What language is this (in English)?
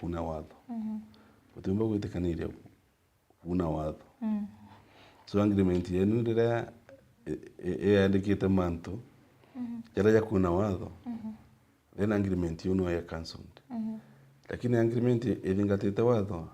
Meru